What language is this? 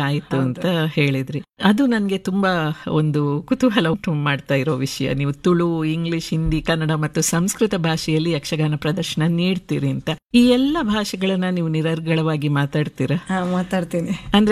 Kannada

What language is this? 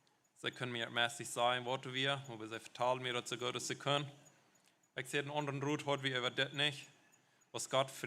Plautdietsch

